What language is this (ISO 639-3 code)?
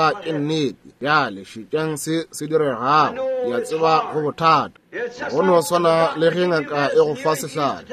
nso